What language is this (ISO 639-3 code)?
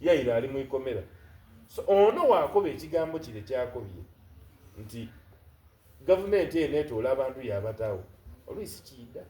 xog